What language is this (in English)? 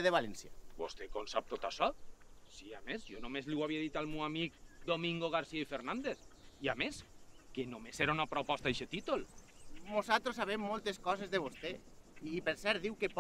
Catalan